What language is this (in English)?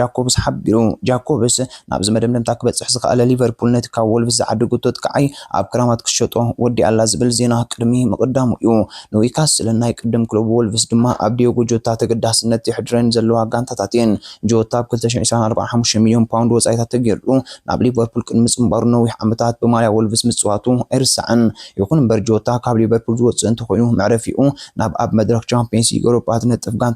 Tigrinya